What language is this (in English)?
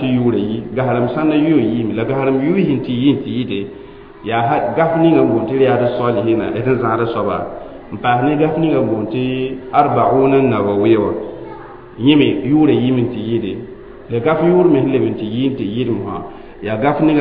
Mossi